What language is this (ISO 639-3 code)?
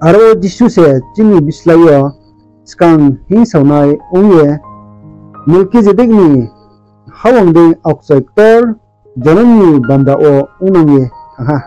ria